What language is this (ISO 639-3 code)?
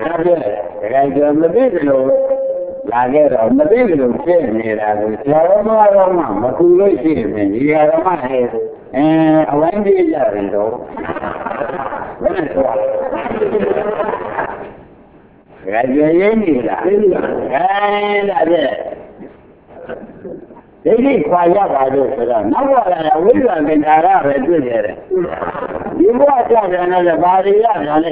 mya